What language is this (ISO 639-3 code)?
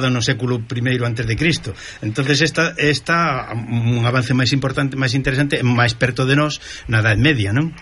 glg